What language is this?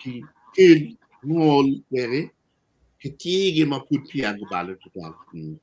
Acoli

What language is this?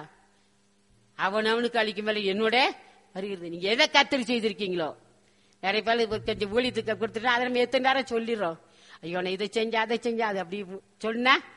Tamil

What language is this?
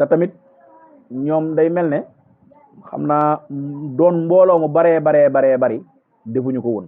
Wolof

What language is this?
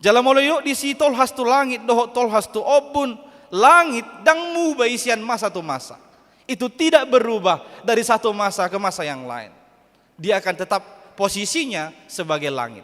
Batak Toba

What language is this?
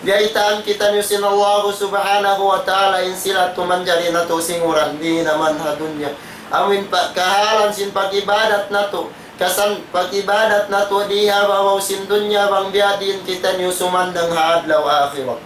Tausug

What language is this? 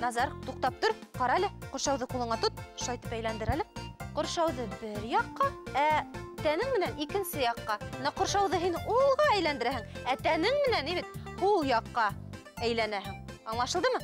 Bashkir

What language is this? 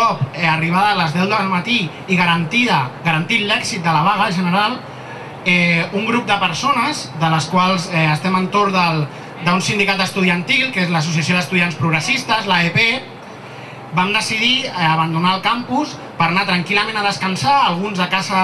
Catalan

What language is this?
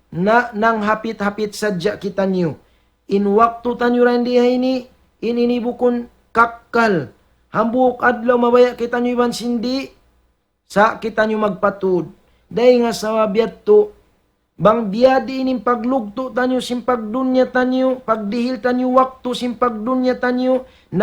Tausug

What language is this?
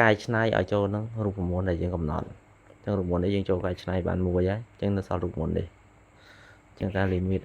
Khmer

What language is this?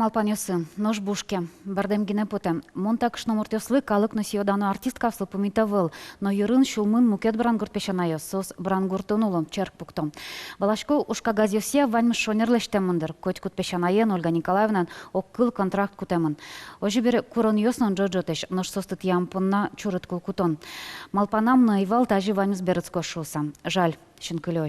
Udmurt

